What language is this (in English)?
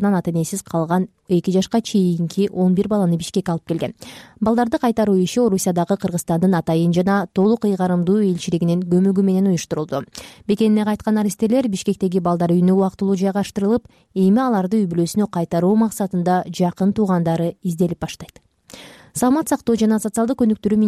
Kyrgyz